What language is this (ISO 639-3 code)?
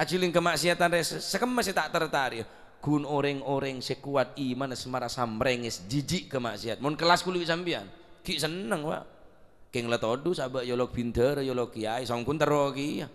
mad